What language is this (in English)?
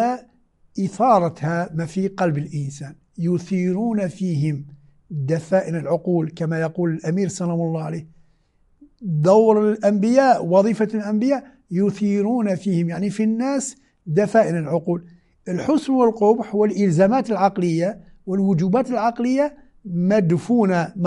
Moroccan Arabic